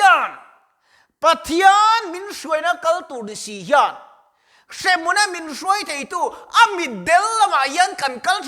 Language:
Mizo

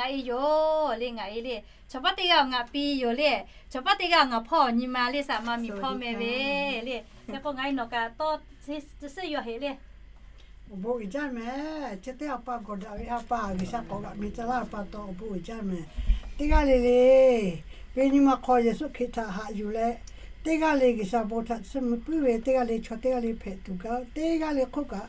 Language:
Lahu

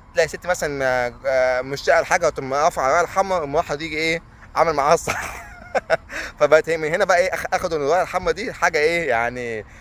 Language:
Egyptian Arabic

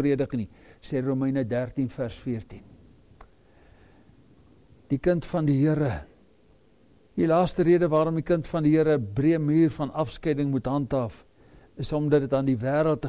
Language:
Afrikaans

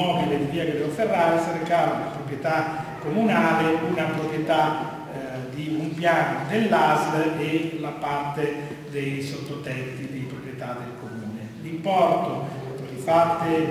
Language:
Italian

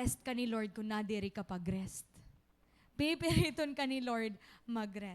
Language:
Waray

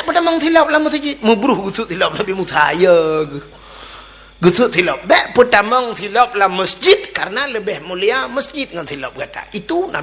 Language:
Achinese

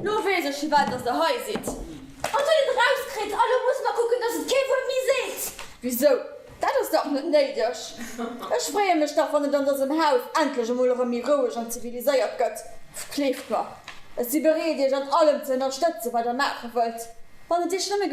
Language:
Luxembourgish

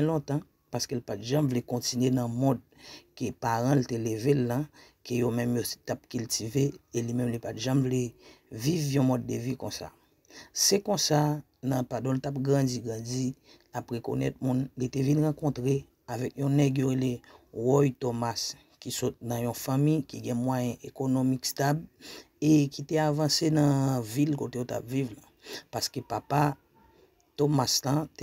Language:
Haitian Creole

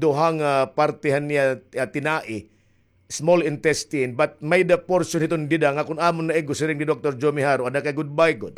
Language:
Waray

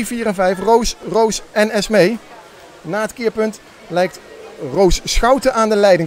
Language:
Dutch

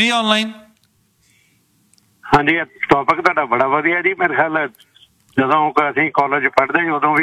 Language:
Punjabi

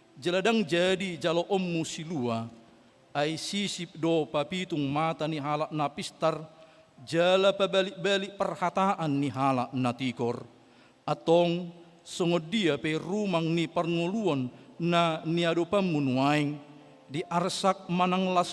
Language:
Batak Toba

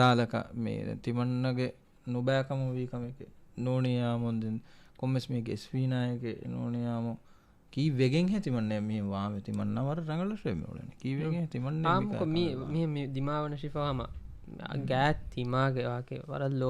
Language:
Divehi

